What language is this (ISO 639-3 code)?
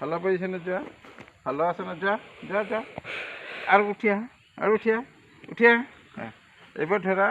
asm